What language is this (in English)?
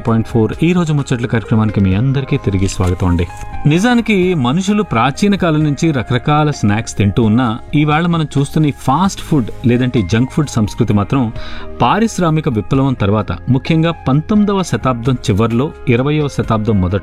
Telugu